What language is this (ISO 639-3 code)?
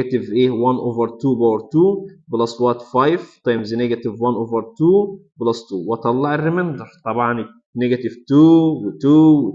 arz